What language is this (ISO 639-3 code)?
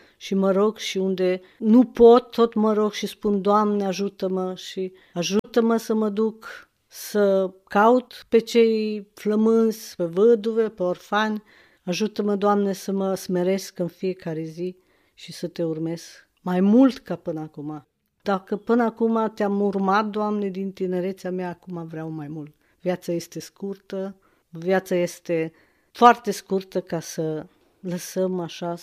ron